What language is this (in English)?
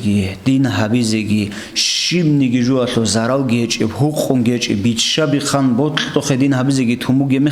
Avaric